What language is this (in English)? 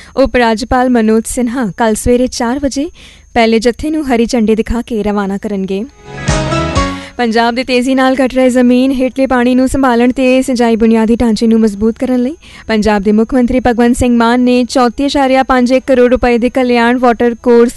Punjabi